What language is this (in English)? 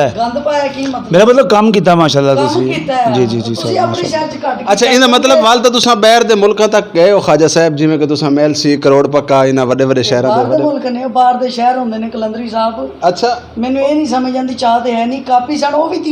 Saraiki